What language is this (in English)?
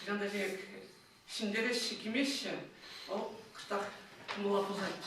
Chuvash